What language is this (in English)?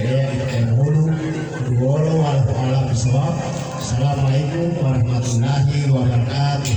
Gorontalo